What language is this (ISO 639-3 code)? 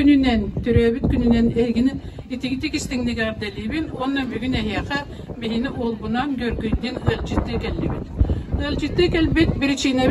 sah